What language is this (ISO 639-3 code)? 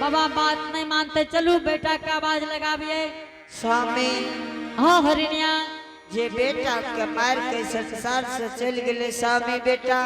anp